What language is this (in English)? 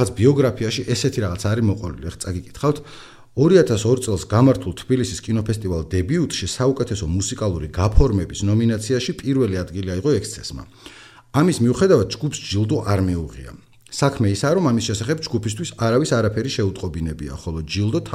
Georgian